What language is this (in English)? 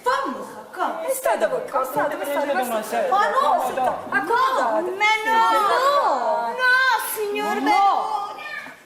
Neapolitan